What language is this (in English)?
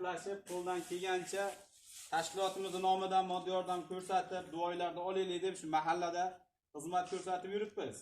Uzbek